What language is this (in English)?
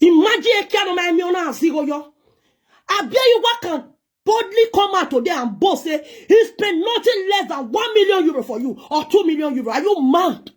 Nigerian Pidgin